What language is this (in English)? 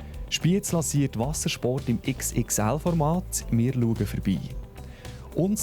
Swiss German